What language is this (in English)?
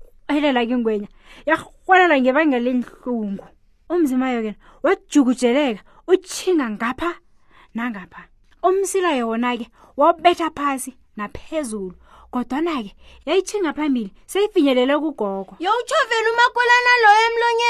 South Ndebele